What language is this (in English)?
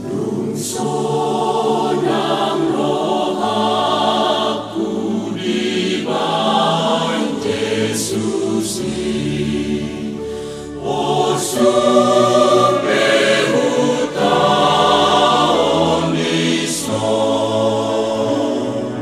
Batak Toba